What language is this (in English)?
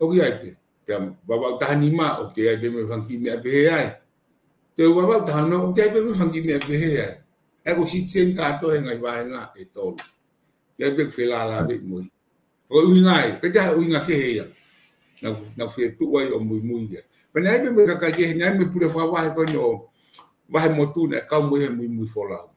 Tongan